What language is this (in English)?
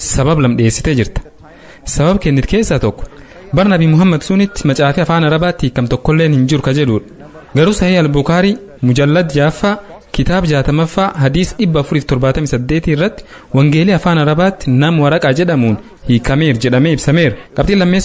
Oromo